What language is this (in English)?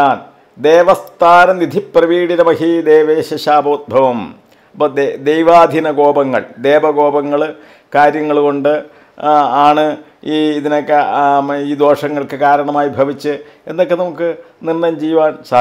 Malayalam